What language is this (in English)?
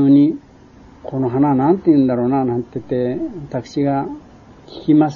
Japanese